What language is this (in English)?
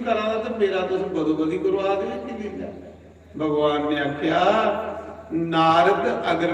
Dogri